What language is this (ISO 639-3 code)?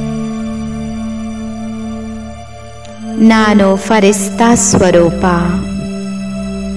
kan